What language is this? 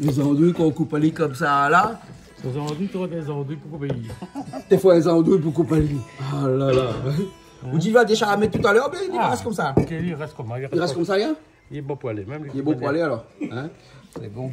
Réunion Creole French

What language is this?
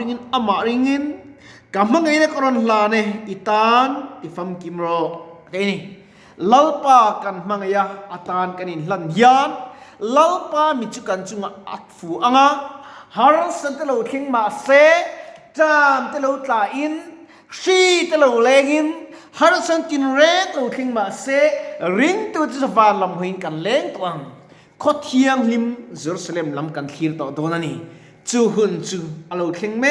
Mizo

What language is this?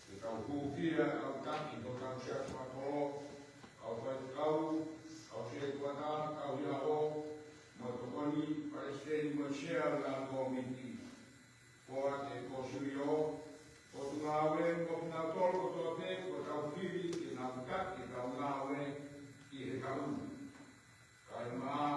Tongan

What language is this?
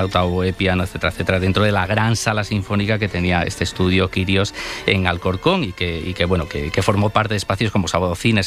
Spanish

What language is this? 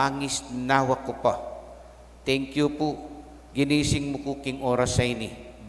Pampanga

